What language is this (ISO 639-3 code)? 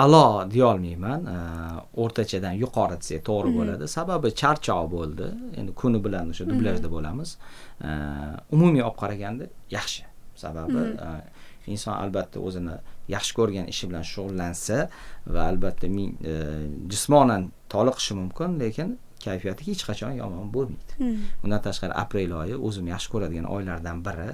uzb